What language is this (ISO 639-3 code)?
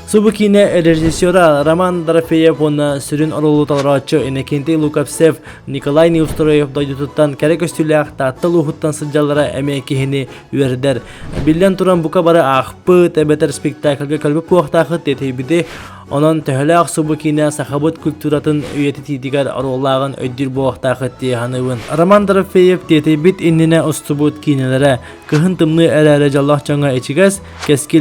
sah